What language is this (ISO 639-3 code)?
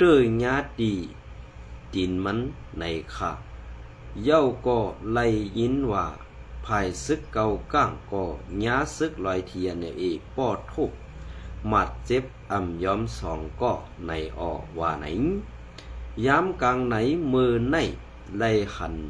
shn